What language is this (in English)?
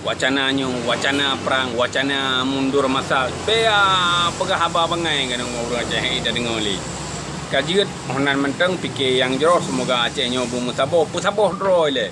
Achinese